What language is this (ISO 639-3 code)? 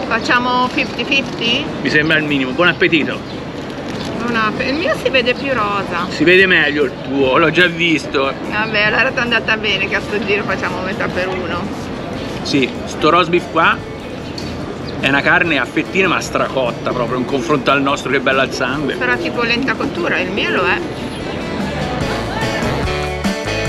ita